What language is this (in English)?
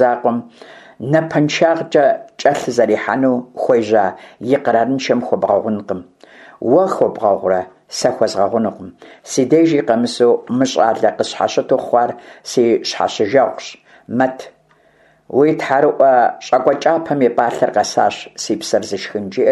Kabardian